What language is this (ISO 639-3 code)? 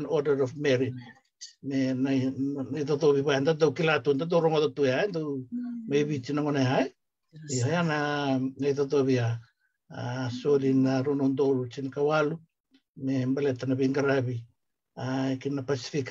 fij